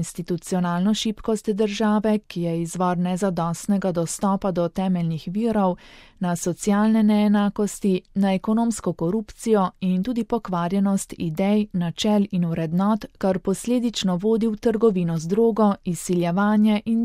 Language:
Slovenian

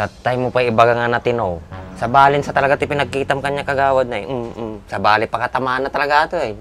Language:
Iloko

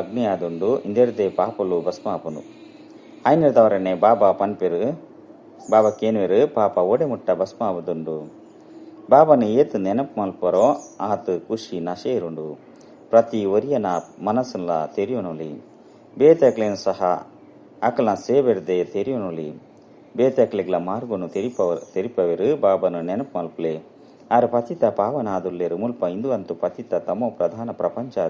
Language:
Tulu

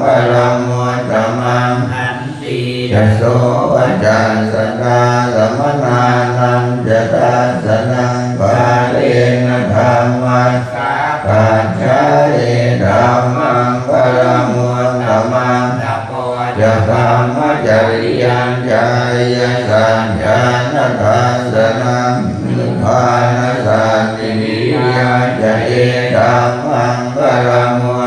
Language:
Pali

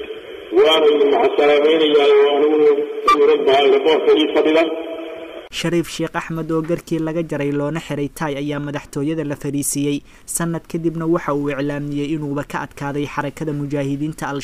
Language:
Somali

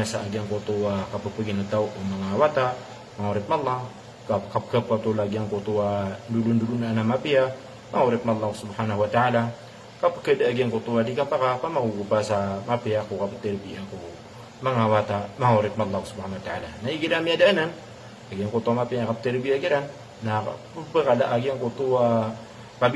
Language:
Maranao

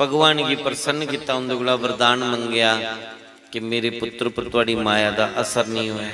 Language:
Dogri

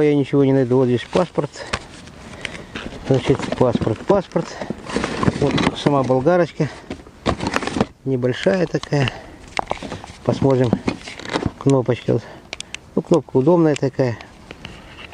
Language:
Russian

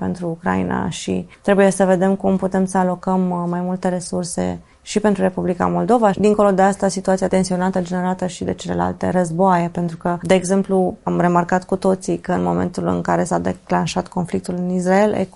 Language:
Romanian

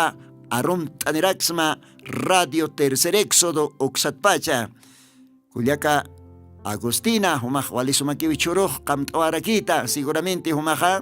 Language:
Aymara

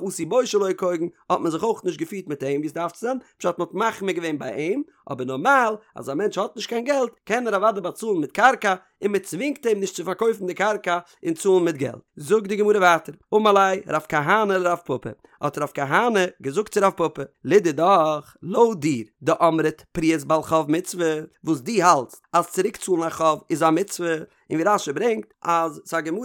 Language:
Yiddish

